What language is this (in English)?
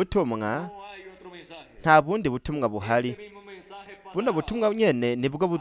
Rundi